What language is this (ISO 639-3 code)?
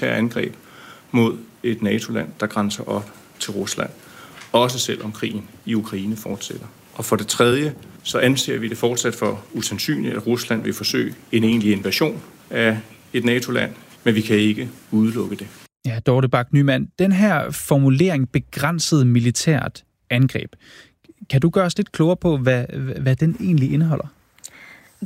dan